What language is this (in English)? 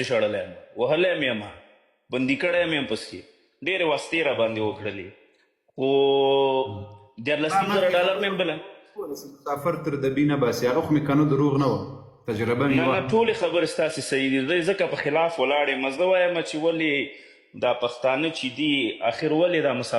Pashto